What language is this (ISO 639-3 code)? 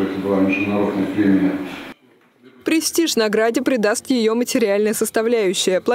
rus